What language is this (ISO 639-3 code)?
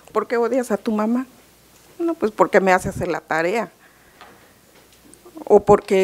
spa